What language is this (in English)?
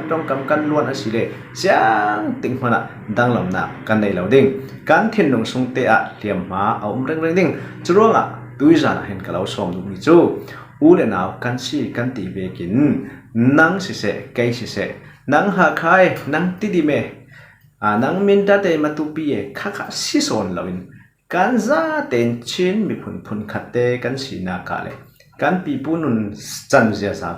Falam Chin